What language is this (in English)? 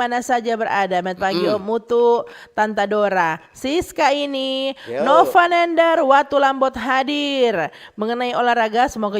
Manado Malay